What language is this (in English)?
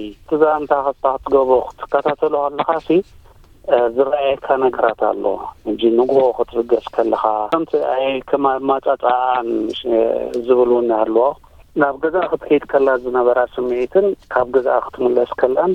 Tigrinya